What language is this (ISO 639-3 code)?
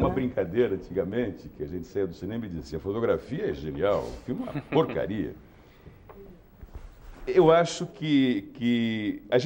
por